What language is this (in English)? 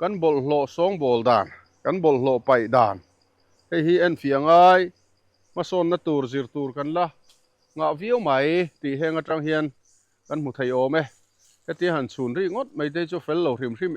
Mizo